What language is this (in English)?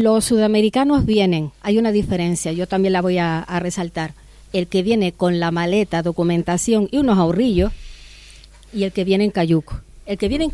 Spanish